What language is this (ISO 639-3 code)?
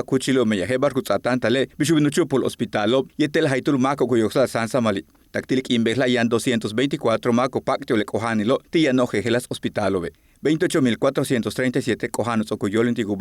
yua